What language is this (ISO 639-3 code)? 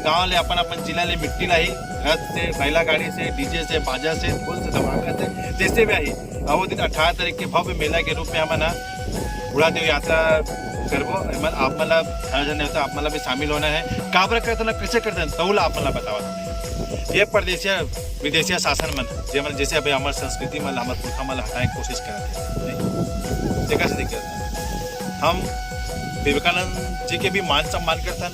hne